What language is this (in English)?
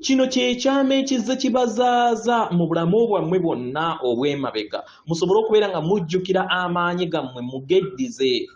Ganda